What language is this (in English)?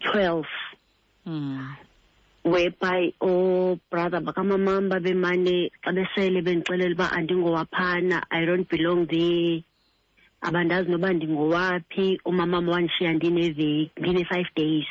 Xhosa